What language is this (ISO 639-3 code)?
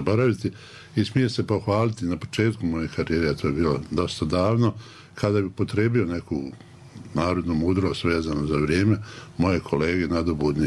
bos